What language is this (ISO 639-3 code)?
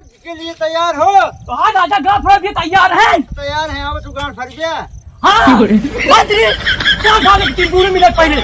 awa